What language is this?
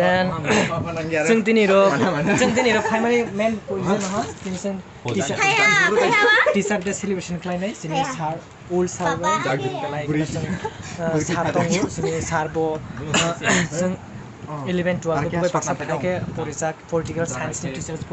Kok Borok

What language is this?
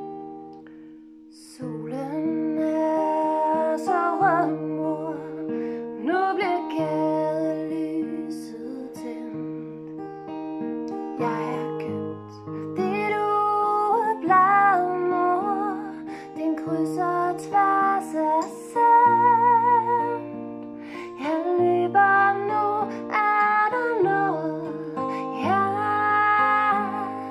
Danish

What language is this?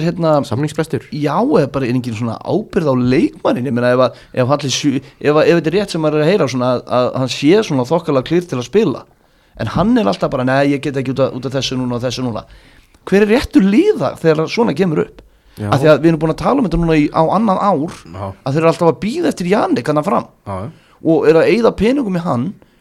Icelandic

